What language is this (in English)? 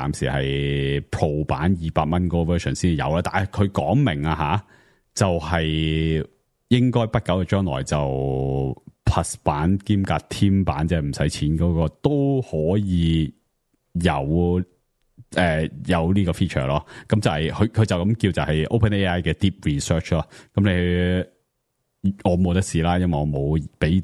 Cantonese